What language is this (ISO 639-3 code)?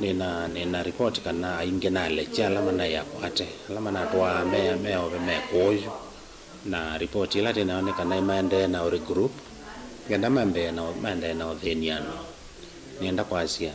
kam